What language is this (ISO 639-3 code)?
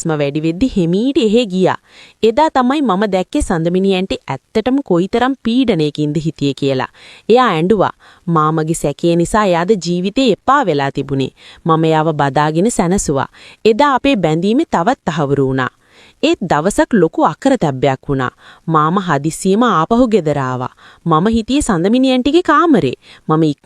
sin